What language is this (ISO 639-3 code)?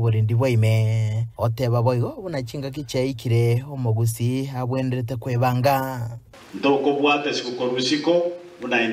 guz